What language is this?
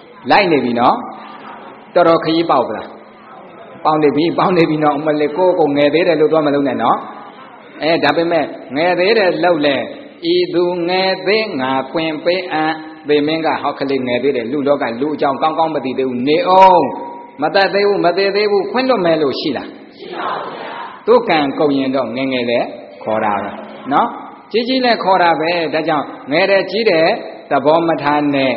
Burmese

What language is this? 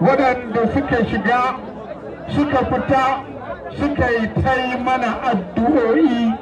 Hausa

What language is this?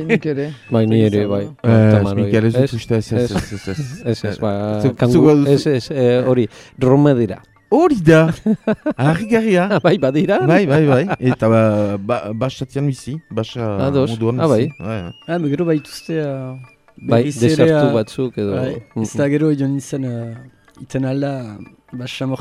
Basque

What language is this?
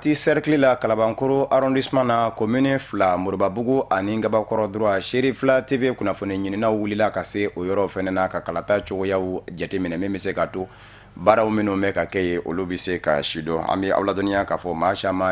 Bambara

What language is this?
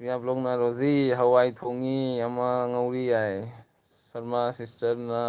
Manipuri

